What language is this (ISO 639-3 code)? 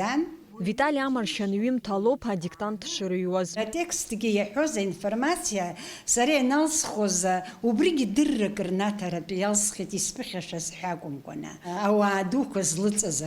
abk